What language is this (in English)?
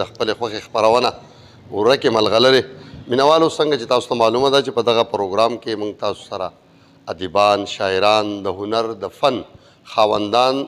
Pashto